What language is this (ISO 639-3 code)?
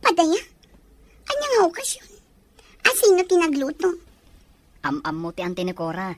ilo